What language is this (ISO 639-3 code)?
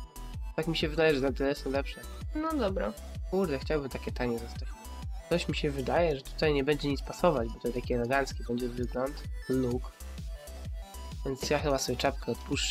pol